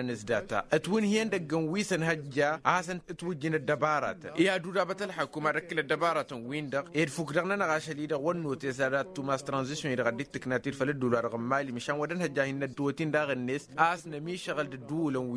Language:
Tamasheq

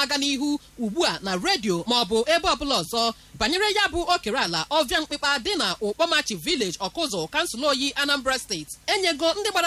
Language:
Igbo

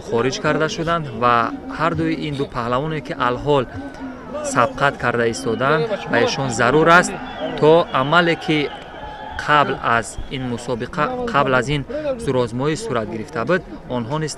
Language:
Tajik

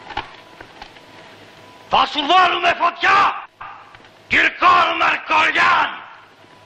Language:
Greek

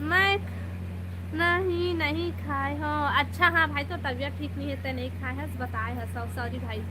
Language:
Chhattisgarhi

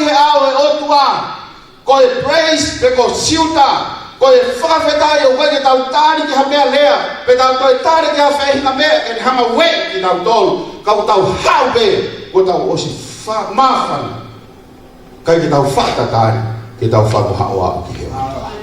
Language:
Tongan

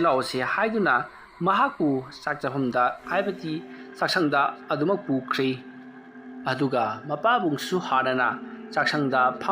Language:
Manipuri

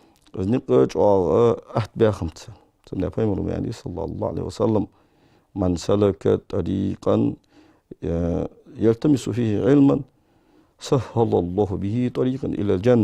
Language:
Ingush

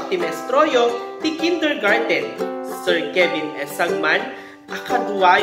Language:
Iloko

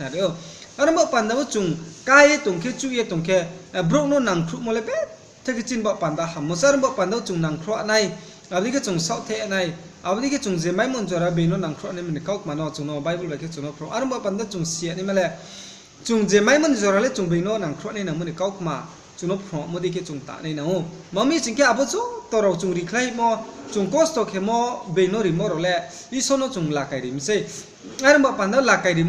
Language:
Riang (India)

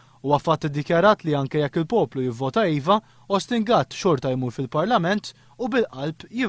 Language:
Maltese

